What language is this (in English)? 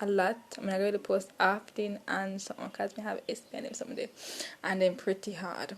Jamaican Creole English